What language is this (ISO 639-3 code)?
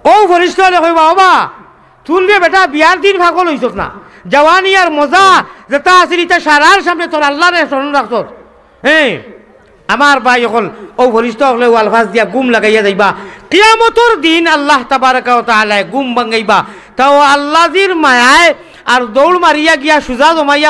syl